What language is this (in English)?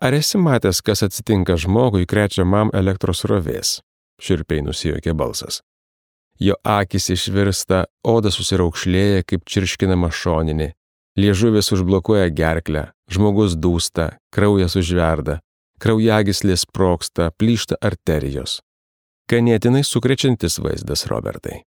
Lithuanian